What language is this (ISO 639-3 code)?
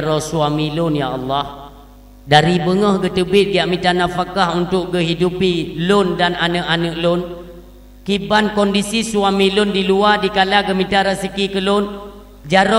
ace